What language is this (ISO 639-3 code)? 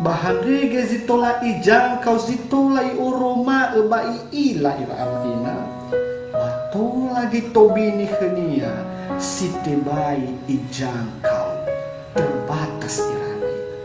nia